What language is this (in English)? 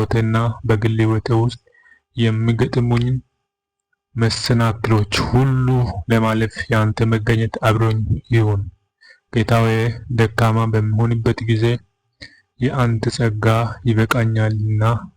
Amharic